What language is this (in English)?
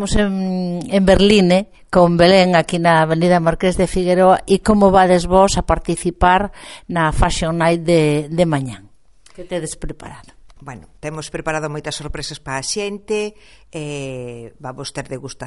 Galician